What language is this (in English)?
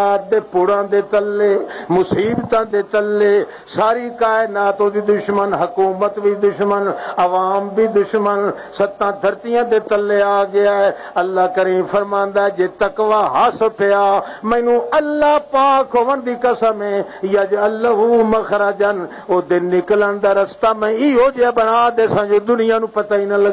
Western Panjabi